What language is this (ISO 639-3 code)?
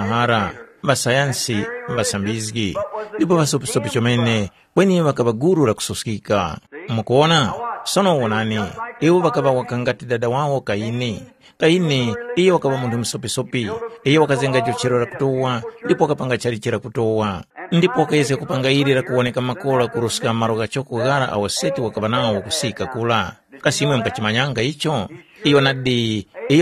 tum